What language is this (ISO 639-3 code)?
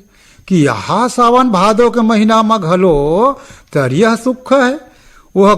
hne